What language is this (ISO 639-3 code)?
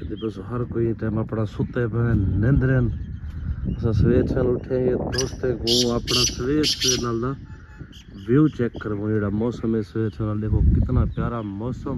skr